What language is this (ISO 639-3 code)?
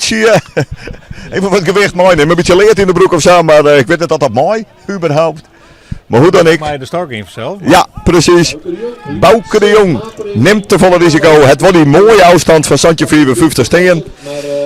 fry